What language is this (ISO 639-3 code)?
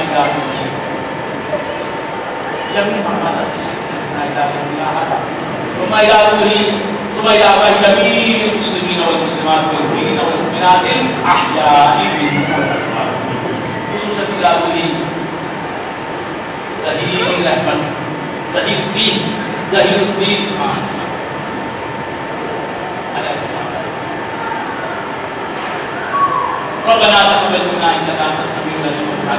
urd